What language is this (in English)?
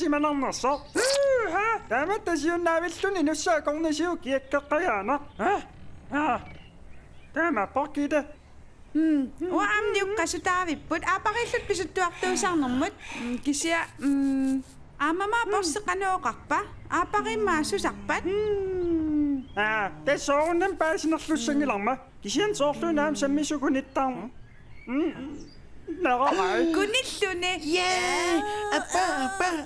Kalaallisut